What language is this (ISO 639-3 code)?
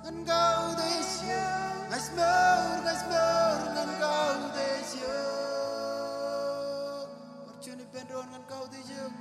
mah